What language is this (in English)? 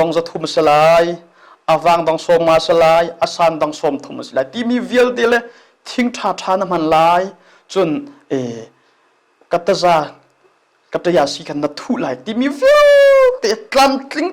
Hakha Chin